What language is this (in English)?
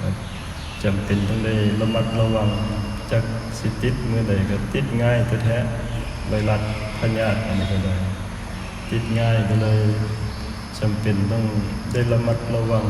Northeastern Thai